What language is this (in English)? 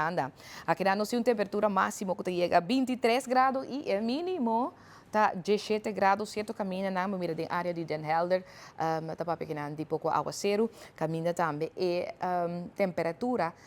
Papiamento